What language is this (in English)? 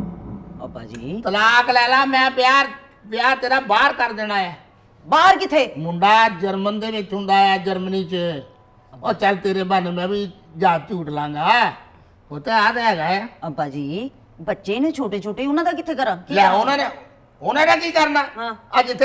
Punjabi